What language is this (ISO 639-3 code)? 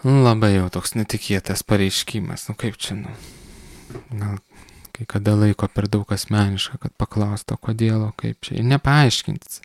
lit